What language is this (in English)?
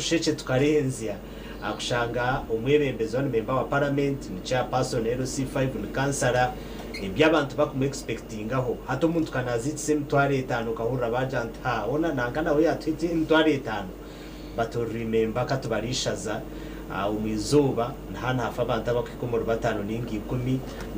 Nyankole